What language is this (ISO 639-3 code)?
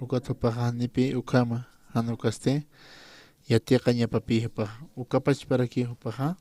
aym